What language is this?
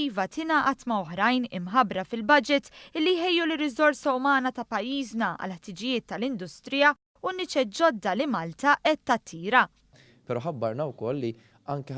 Maltese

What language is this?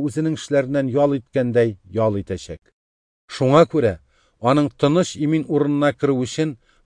Tatar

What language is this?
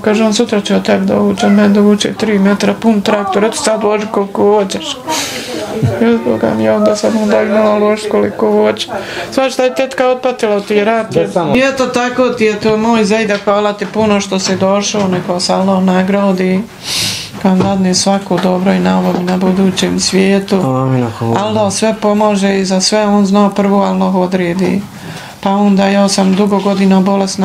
Bosnian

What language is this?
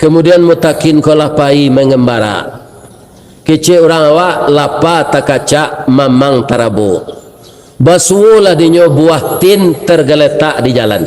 Minangkabau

